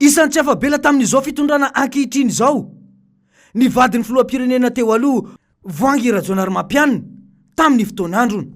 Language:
Malagasy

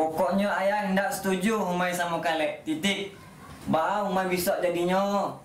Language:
Minangkabau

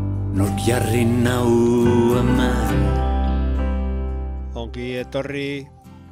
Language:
Basque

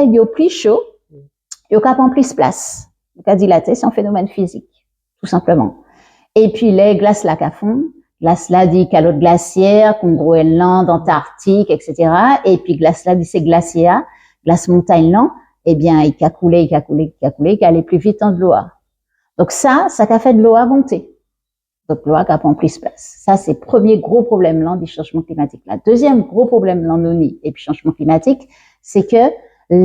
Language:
Guadeloupean Creole French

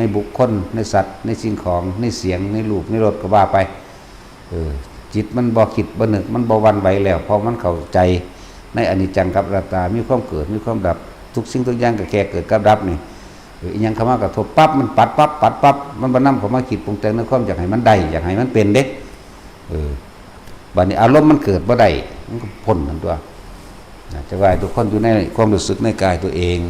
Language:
Northeastern Thai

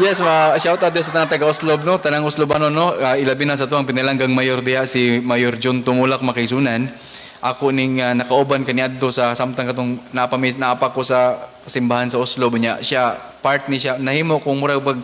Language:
Cebuano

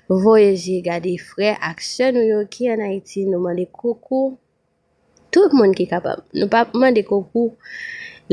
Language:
Haitian Creole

